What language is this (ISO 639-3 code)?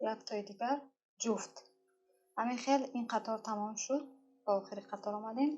tgk